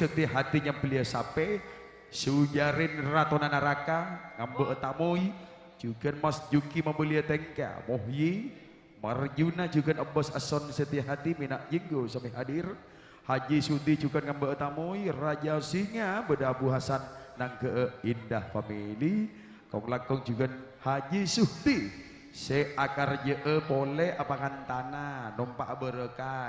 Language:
Madurese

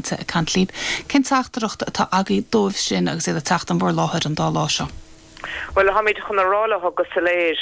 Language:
Irish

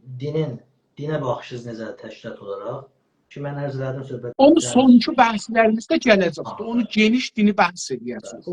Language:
South Azerbaijani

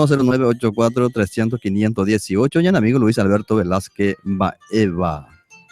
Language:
Guarani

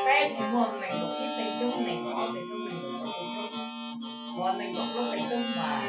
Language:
Hmong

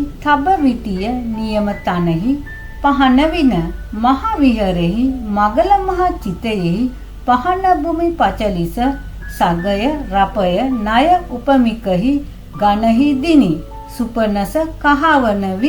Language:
Sinhala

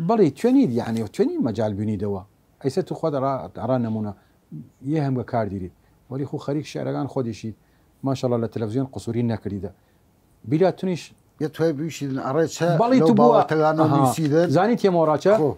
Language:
Southern Kurdish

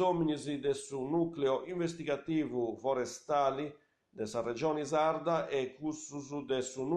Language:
Sardinian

